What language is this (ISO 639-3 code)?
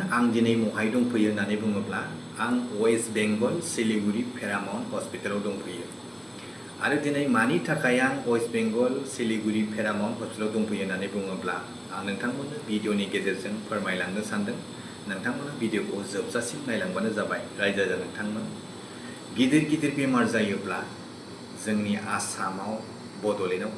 brx